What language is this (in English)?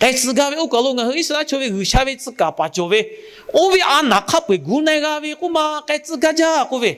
Lahu